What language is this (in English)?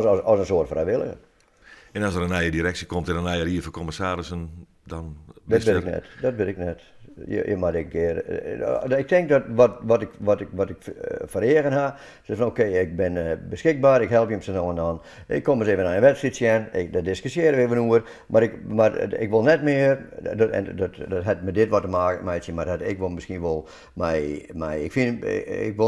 Western Frisian